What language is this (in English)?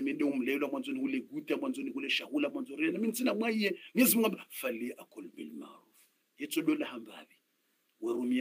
Swahili